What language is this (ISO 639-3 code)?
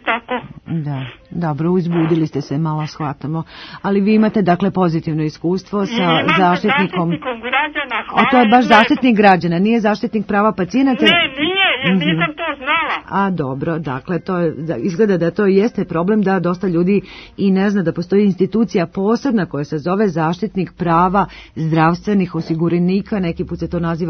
srp